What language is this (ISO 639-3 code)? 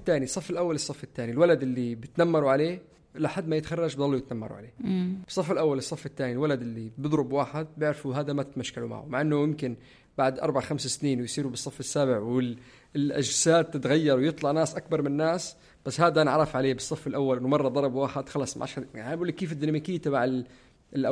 apc